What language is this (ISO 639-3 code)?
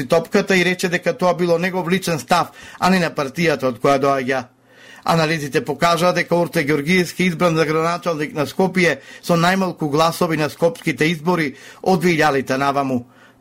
mkd